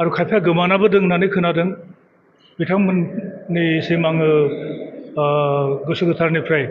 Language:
Bodo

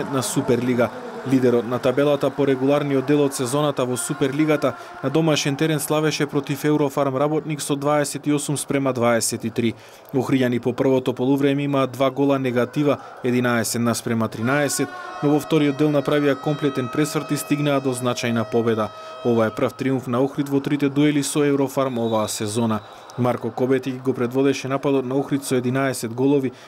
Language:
Macedonian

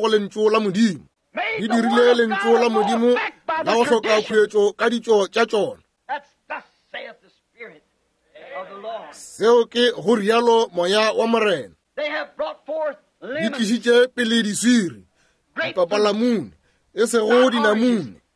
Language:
Northern Sotho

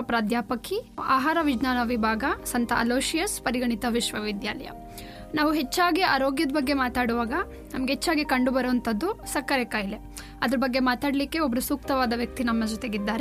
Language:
Kannada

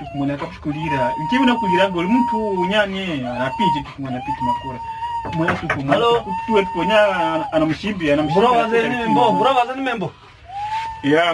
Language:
Kwangali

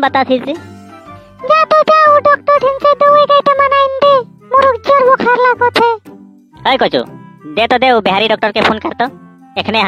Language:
Sadri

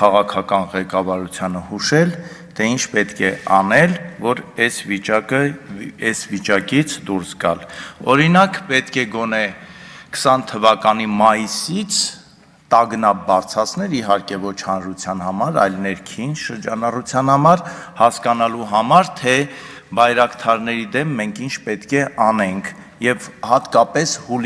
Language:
Armenian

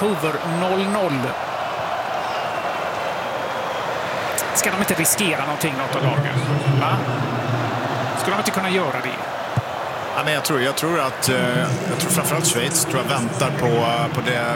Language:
Swedish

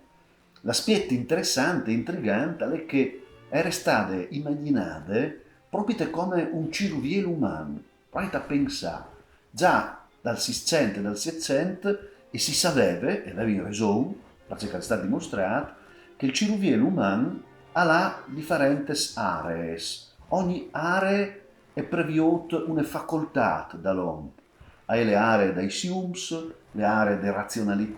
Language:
Friulian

